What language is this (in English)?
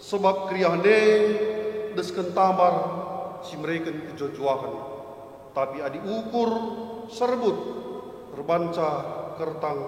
Batak Karo